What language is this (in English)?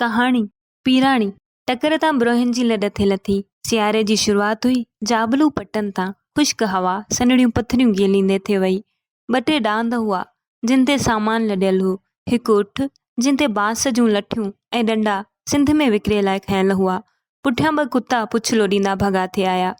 Sindhi